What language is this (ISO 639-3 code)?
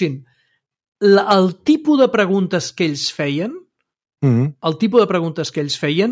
cat